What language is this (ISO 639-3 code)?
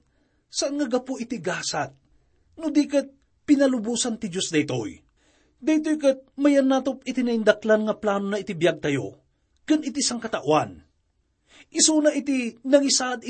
ilo